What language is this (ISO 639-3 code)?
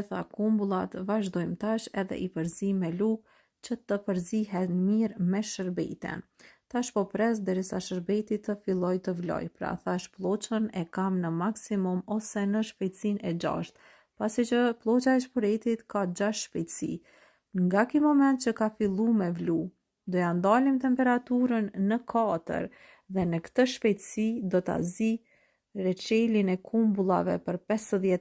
sqi